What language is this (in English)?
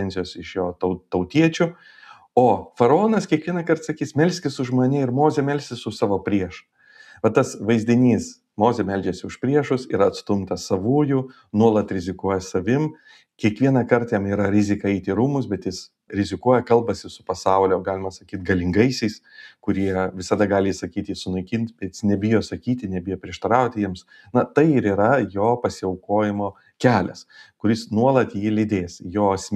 Lithuanian